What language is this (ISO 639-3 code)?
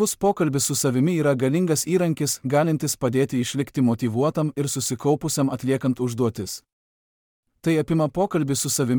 lit